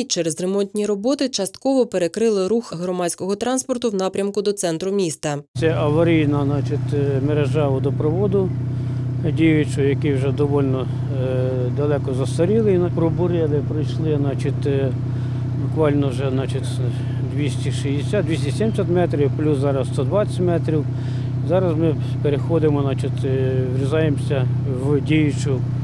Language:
Ukrainian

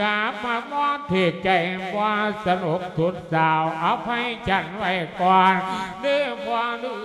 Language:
Lao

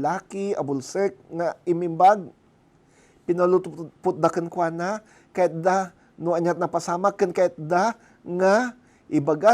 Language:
Iloko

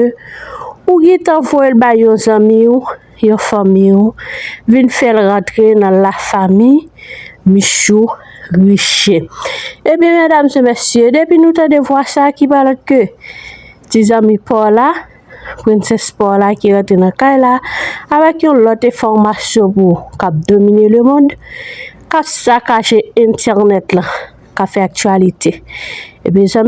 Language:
Haitian Creole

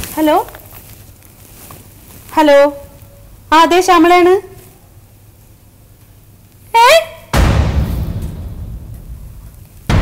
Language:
Malayalam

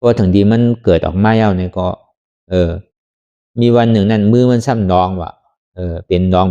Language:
Shan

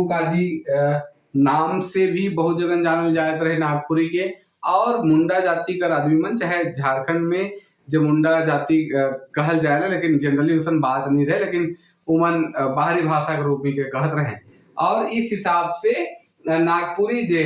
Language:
Sadri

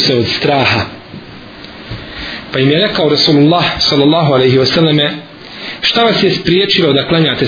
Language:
Bosnian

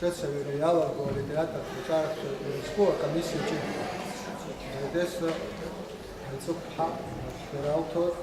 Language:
Abkhazian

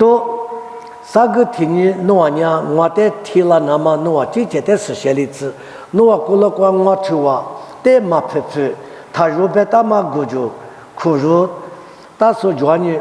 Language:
Lisu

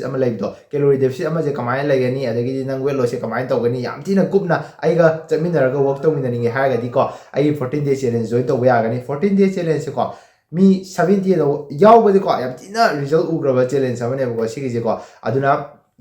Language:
Manipuri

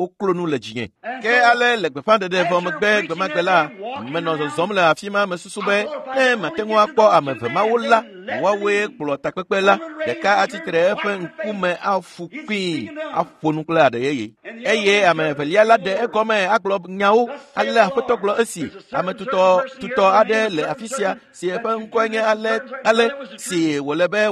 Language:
Ewe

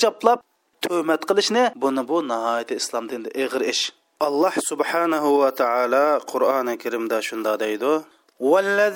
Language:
Uyghur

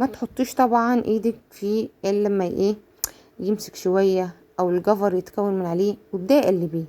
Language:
Egyptian Arabic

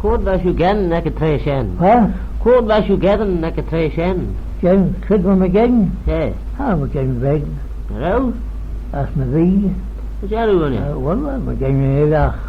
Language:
Manx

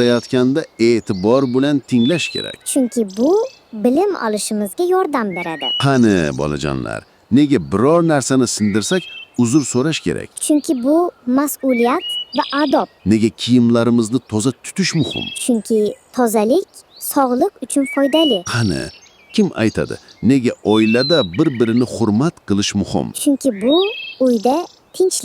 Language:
Uzbek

